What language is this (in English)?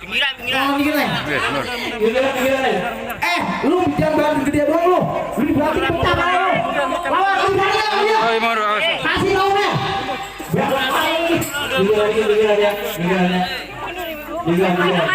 Betawi